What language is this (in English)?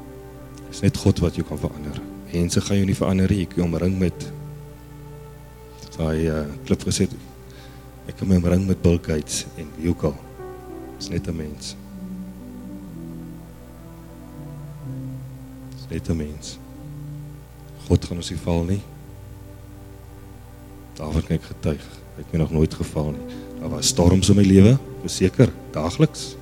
Afrikaans